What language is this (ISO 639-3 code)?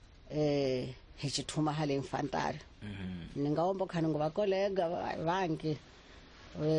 tso